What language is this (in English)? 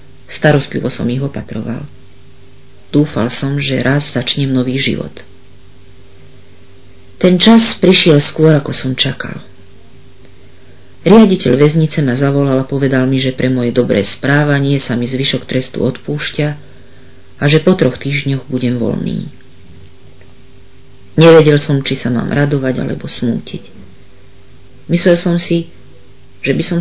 Slovak